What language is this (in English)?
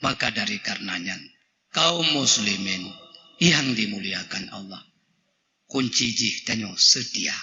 Achinese